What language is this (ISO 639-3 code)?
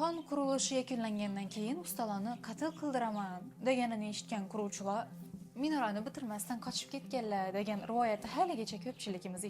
uzb